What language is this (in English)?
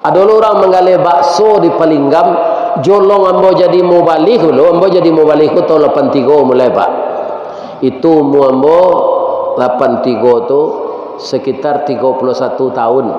Minangkabau